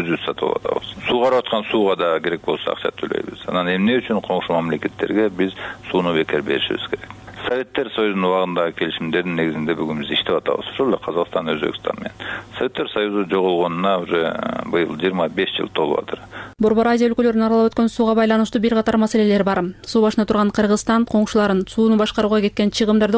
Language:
Kyrgyz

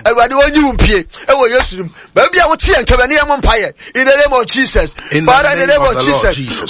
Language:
Akan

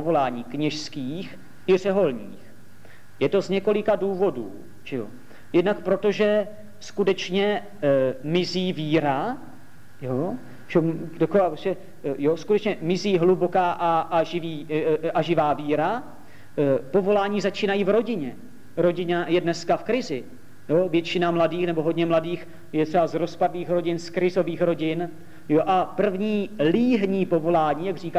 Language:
Czech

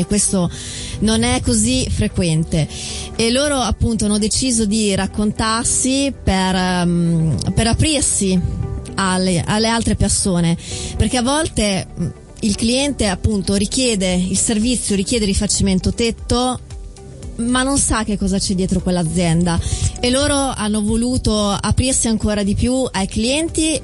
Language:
Italian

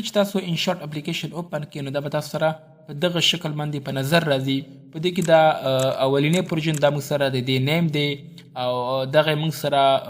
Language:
Pashto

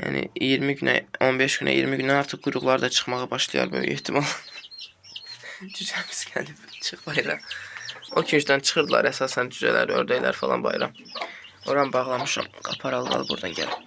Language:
Azerbaijani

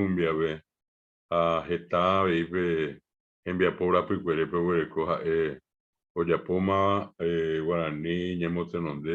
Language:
Guarani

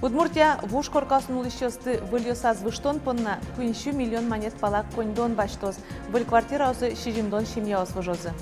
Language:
Udmurt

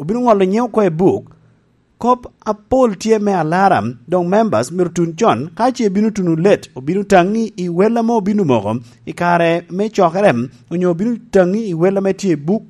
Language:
Lango (Uganda)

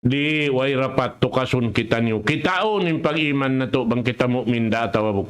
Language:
Tausug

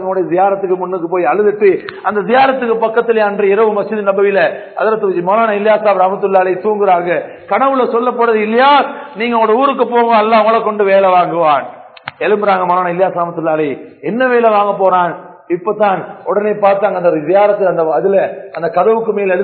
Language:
Tamil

